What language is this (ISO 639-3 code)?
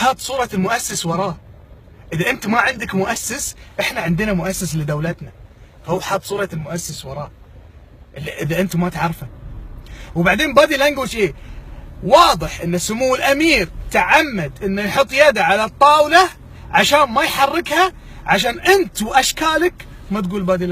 arz